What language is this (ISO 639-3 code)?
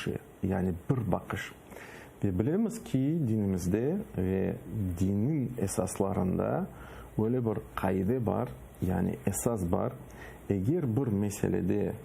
crh